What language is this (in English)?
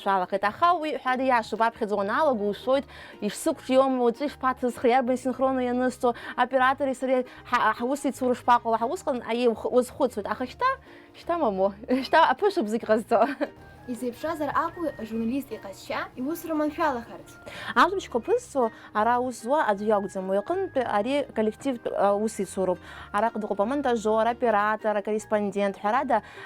Abkhazian